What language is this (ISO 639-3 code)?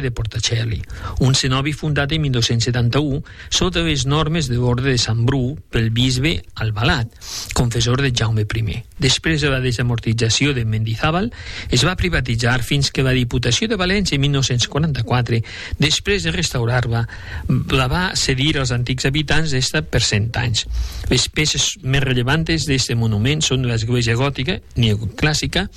cat